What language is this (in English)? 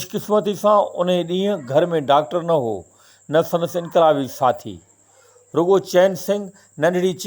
Sindhi